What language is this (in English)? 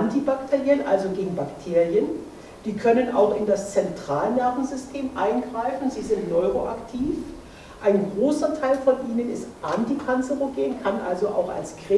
German